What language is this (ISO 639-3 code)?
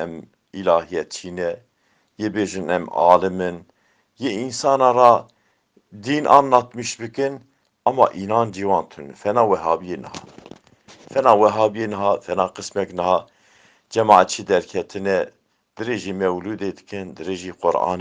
kur